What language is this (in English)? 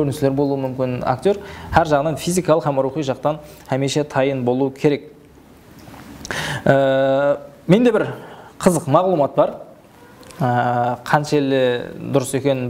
Kara-Kalpak